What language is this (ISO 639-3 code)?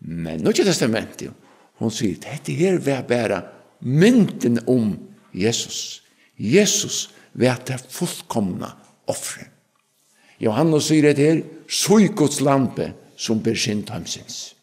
fao